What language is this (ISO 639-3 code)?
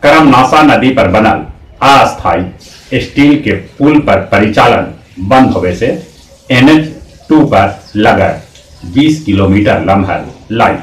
mag